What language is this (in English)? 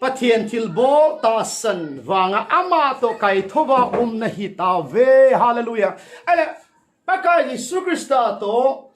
Thado Chin